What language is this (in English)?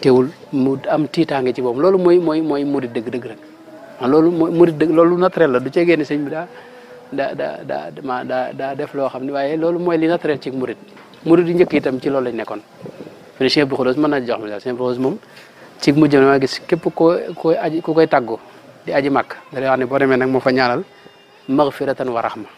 Wolof